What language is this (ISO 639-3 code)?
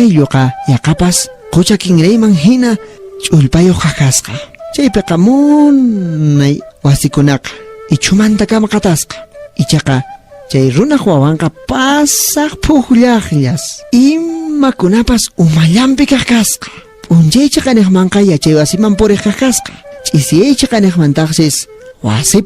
que